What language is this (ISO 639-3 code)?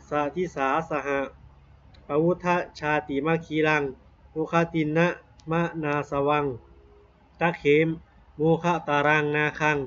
pli